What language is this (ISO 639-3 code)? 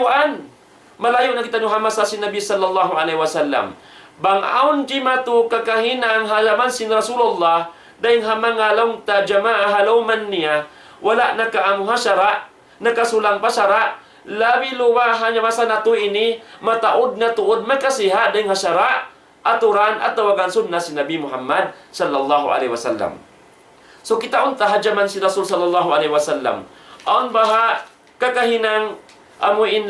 tsg